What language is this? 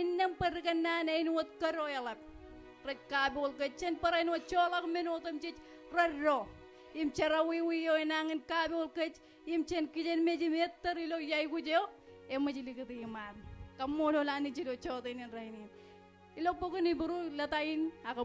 Marshallese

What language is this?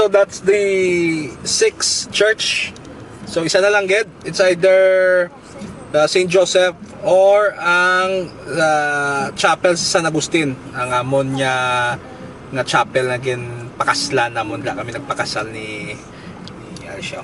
Hiligaynon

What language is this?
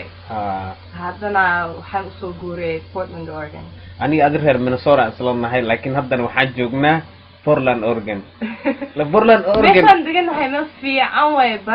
Somali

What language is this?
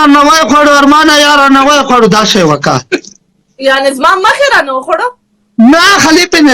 Pashto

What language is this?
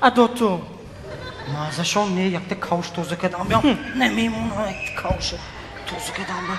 Tajik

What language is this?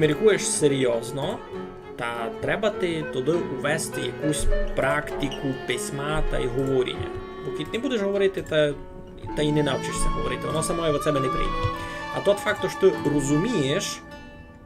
Rusyn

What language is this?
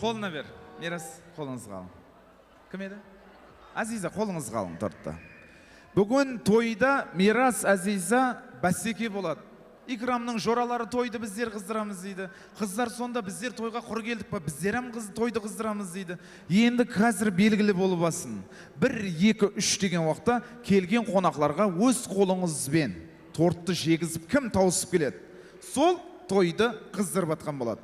Kara-Kalpak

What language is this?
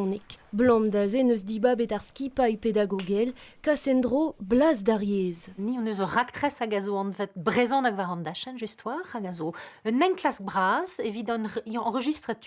Breton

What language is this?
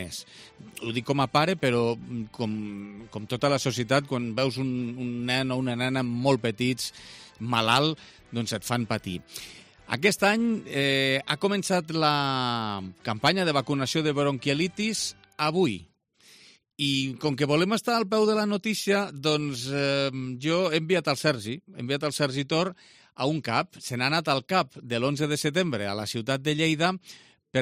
Catalan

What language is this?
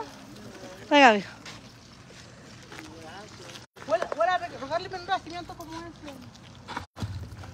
Spanish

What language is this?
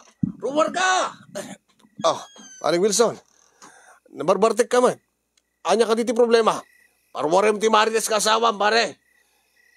Iloko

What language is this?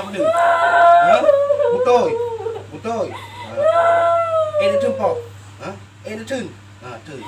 Achinese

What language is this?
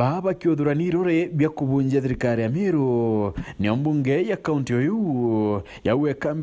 Meru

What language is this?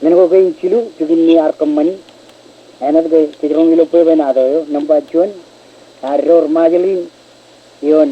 Marshallese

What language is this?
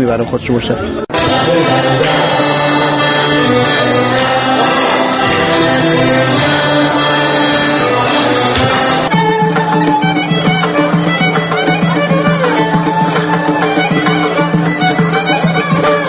Persian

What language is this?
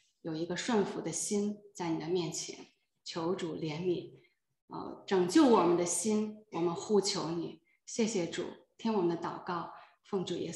Chinese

